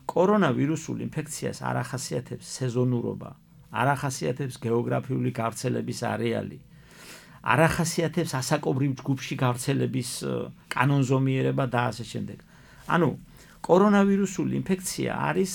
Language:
Georgian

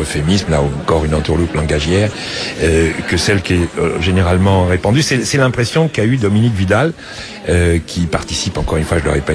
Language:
French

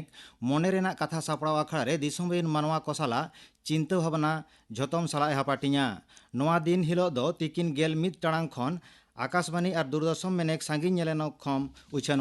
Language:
Santali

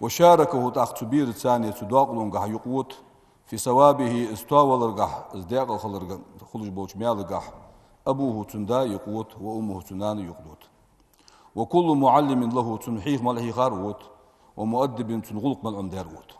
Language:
Ingush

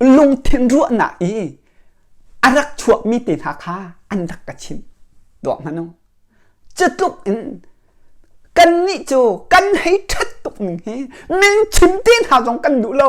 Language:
Hakha Chin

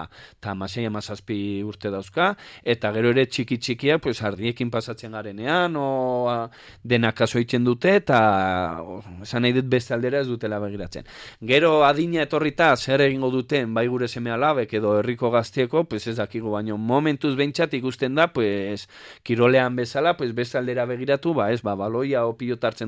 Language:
Basque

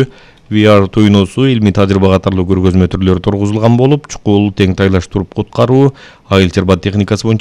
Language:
Kyrgyz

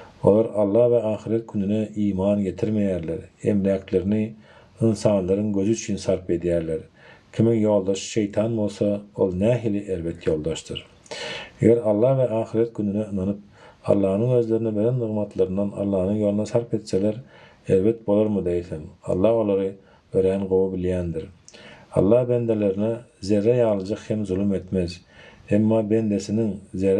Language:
Turkmen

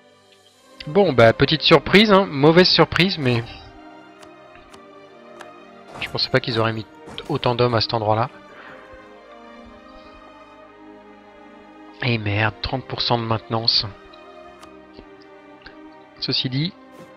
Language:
French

